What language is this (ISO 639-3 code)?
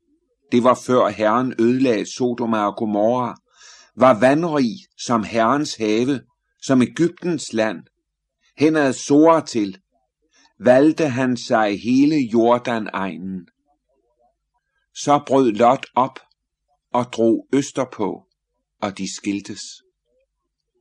dan